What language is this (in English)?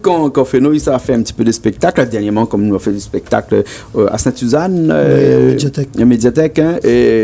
Réunion Creole French